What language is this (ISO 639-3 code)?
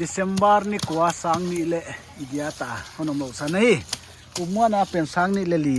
pck